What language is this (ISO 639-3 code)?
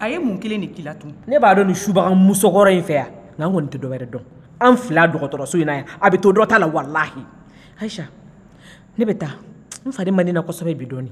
bam